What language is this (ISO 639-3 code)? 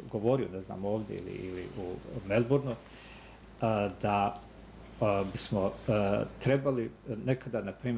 bos